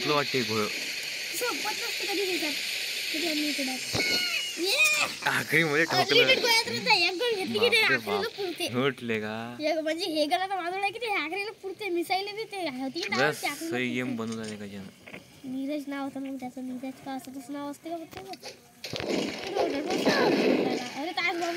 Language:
Marathi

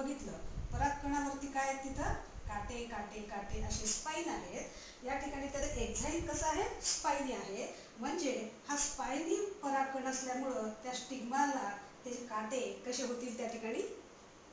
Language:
Marathi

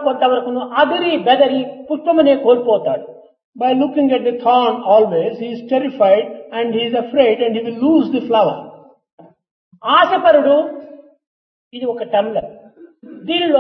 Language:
Telugu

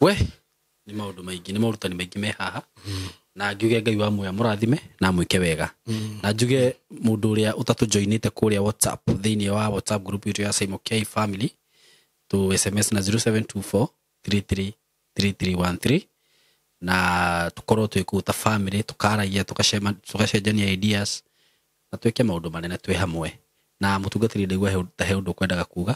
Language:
Kikuyu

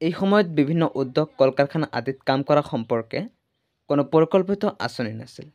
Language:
Assamese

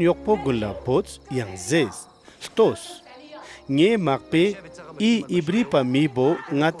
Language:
Ladakhi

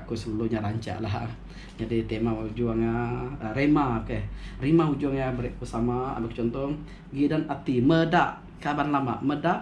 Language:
Iban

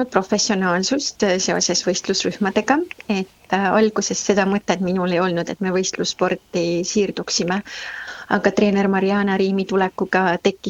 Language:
Estonian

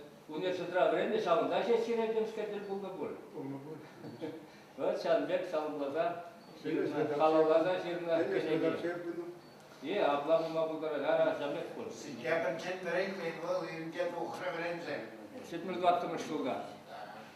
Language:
Chuvash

